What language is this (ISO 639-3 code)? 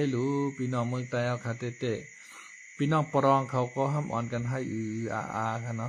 shn